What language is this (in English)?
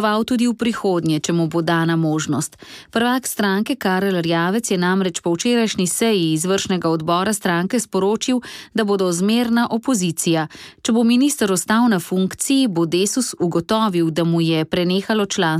Slovenian